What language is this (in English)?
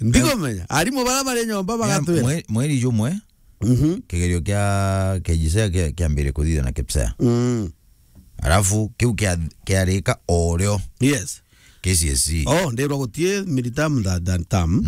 Meru